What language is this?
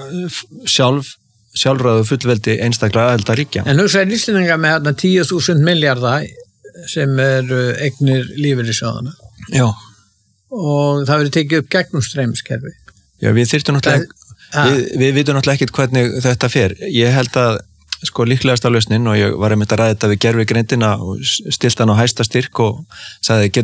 Icelandic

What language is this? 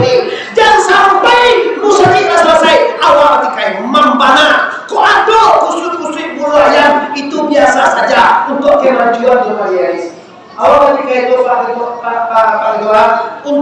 Minangkabau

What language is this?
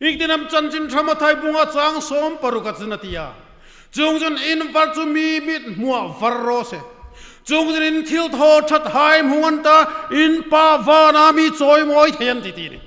Hmar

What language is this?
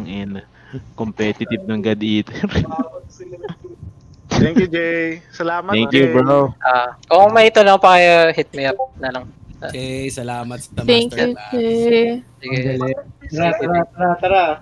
Filipino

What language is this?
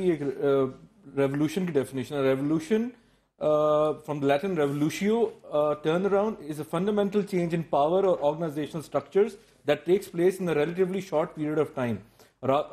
Urdu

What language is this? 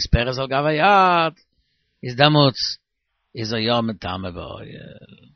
Yiddish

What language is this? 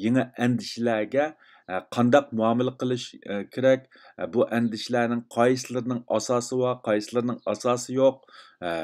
Uyghur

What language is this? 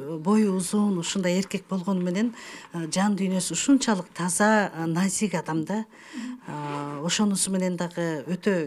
Kyrgyz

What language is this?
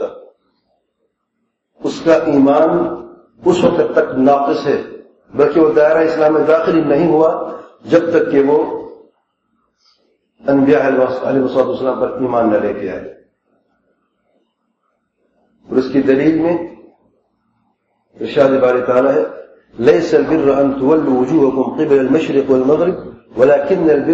Urdu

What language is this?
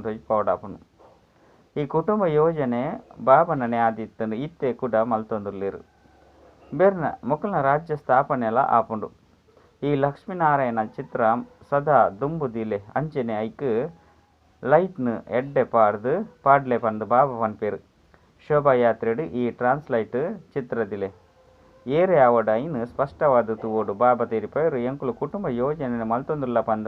Tulu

